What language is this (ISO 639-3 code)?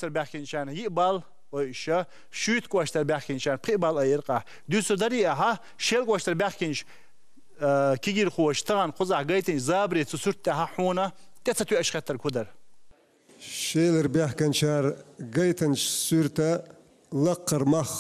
che